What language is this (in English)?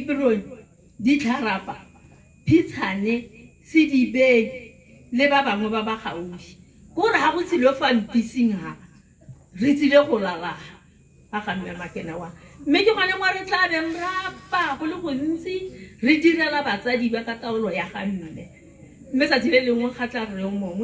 Tswana